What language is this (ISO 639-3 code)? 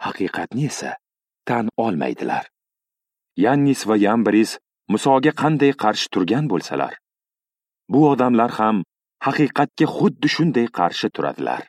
uzb